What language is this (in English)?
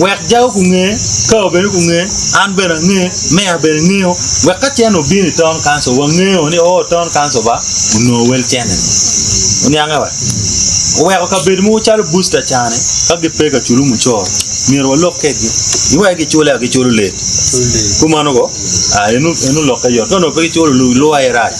Acoli